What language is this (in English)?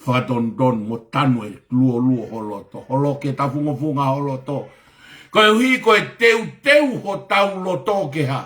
Tongan